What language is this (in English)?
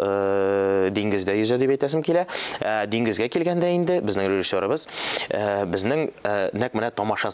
Tatar